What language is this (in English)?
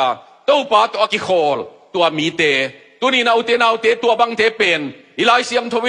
Tedim Chin